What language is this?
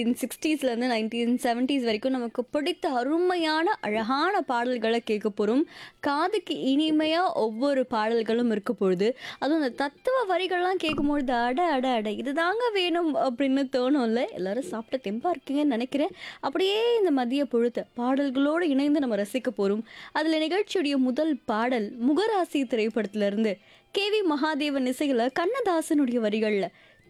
Tamil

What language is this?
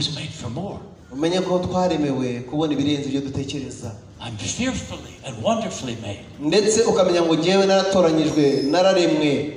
Kinyarwanda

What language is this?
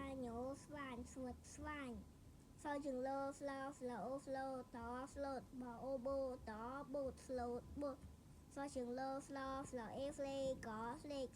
Khmer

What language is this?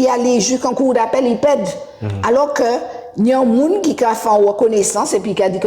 Guadeloupean Creole French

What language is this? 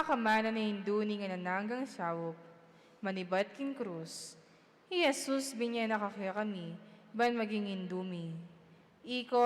Pampanga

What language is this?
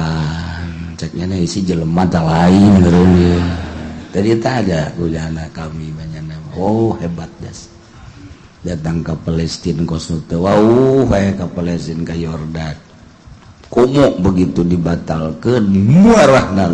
Sundanese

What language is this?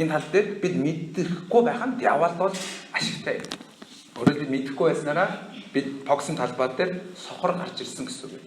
Mongolian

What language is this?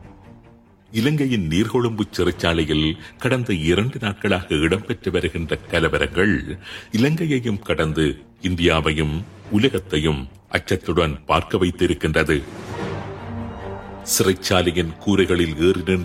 Tamil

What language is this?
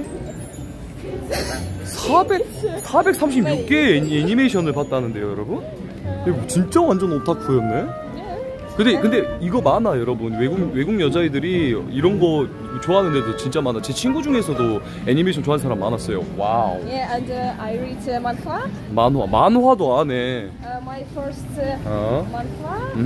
Korean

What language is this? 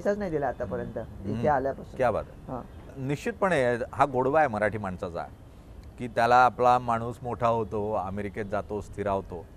Marathi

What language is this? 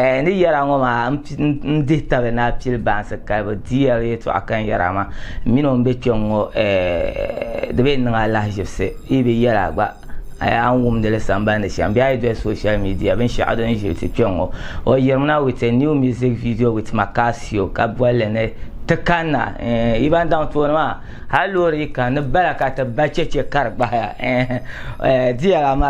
Dagbani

